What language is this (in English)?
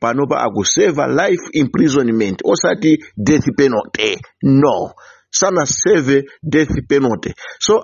Nyanja